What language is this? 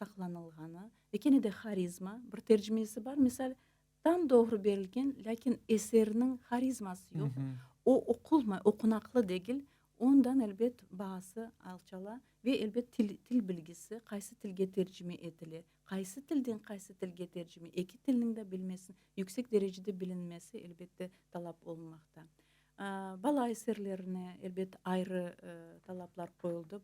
Crimean Tatar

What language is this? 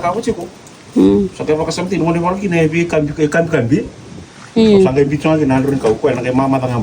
Fijian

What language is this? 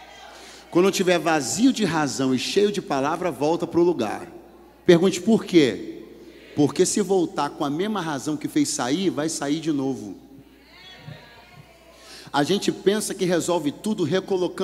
Portuguese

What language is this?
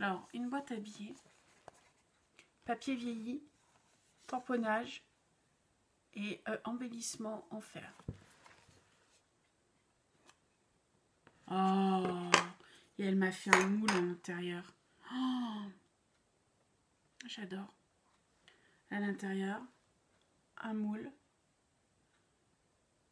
French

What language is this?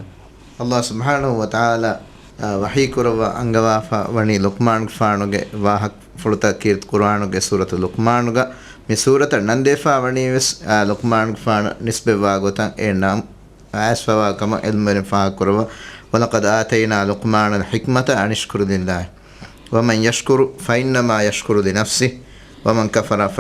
Divehi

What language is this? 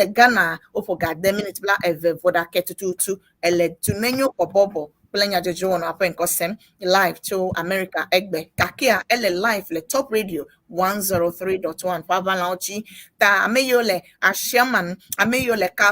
Ewe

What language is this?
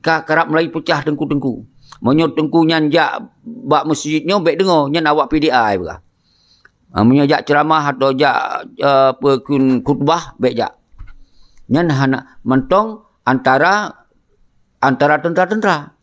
Achinese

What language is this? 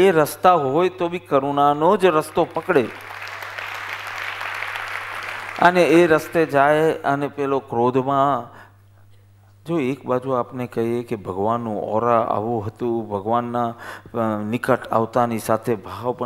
Gujarati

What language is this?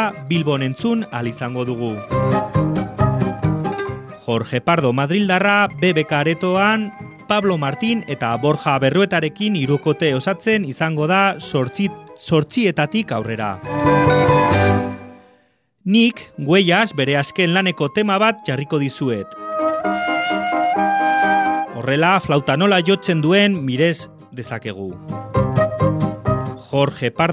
Basque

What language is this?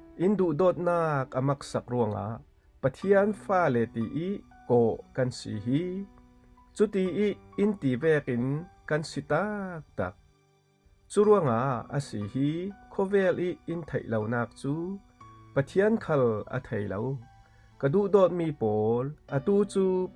Falam Chin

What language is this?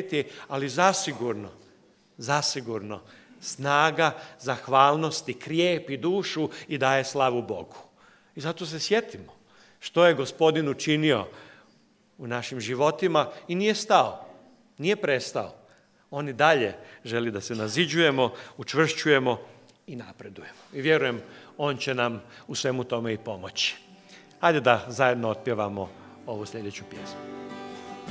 Croatian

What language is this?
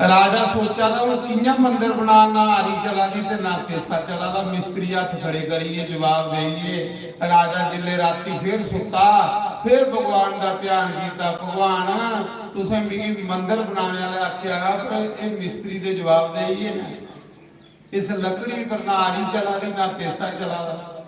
Dogri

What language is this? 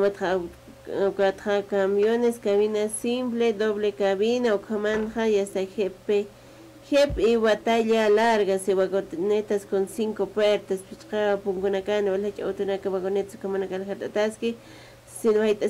Aymara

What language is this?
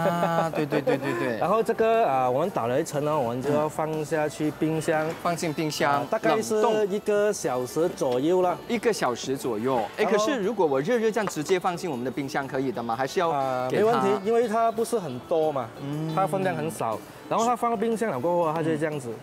Chinese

